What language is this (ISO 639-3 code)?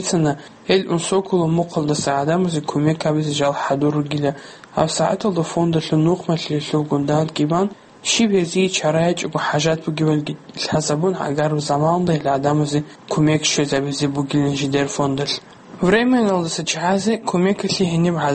ava